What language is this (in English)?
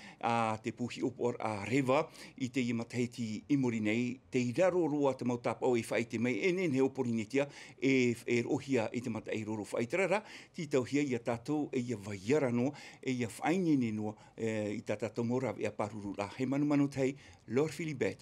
Tahitian